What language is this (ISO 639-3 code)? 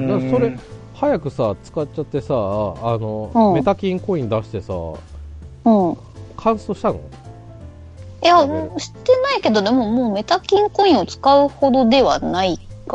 jpn